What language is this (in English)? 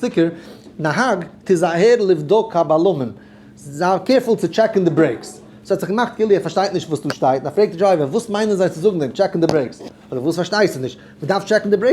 Yiddish